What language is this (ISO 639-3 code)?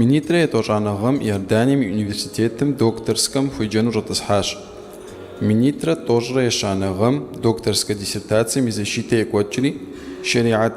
kbd